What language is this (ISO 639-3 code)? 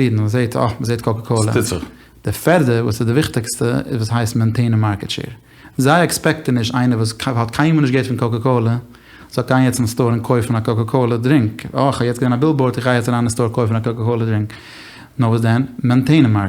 yid